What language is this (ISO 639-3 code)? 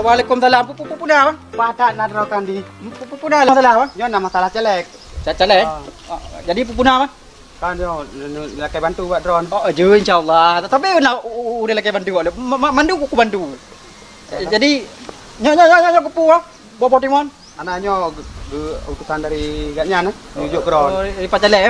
ace